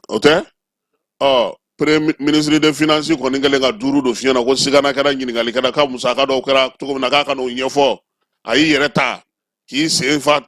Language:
Bambara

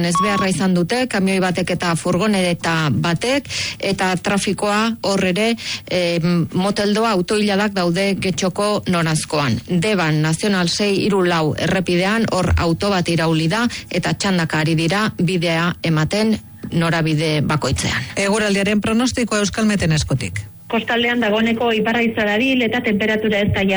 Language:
Basque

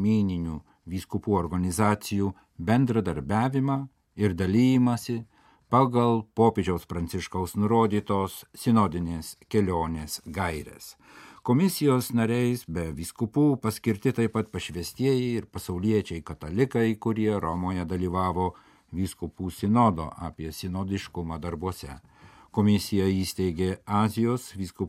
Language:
Lithuanian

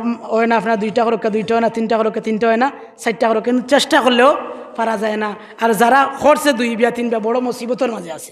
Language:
Sylheti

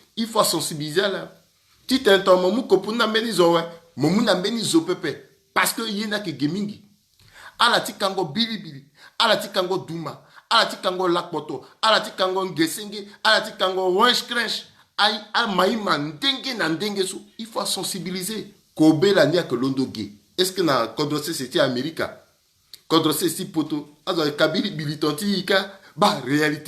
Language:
Sango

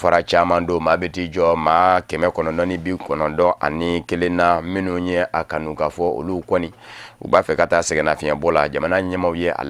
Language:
Bambara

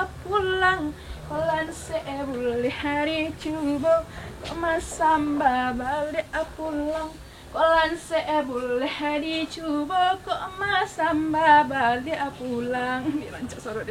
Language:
Minangkabau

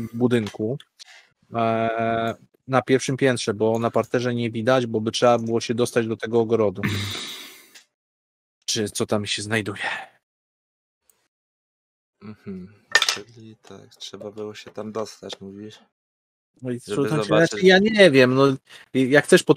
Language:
Polish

